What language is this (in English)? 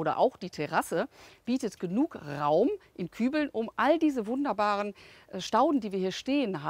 German